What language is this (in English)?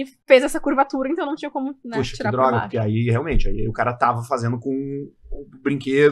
Portuguese